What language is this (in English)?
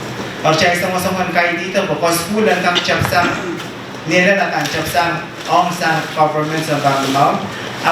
Pohnpeian